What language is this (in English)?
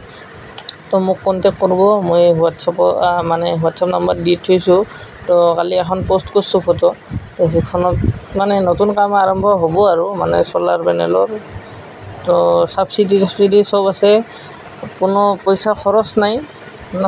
Assamese